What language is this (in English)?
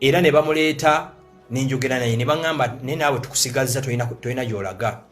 Ganda